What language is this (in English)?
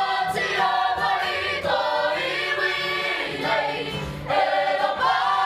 Māori